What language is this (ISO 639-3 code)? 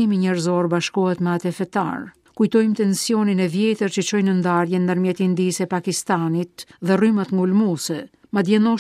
sqi